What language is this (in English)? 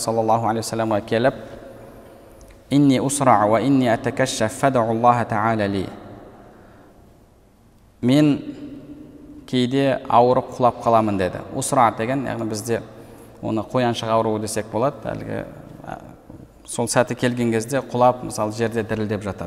Kazakh